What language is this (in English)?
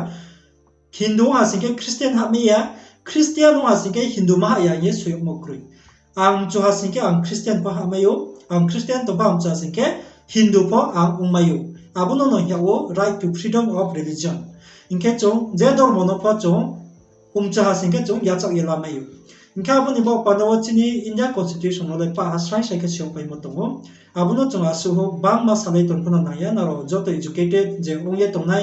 Riang (India)